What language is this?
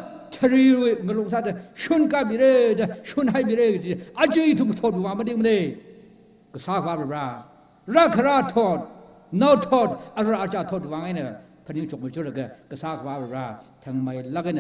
Tangkhul Naga (India)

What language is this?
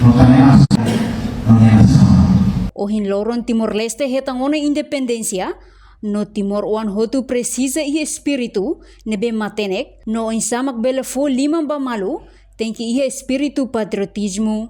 Tetum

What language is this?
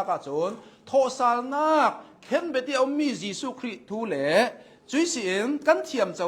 Hakha Chin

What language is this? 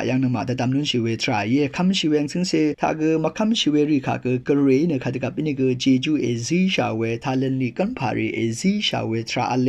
Rawang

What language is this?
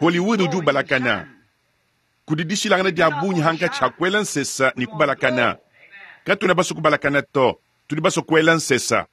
Luba-Lulua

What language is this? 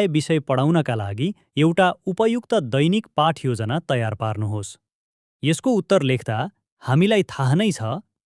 Nepali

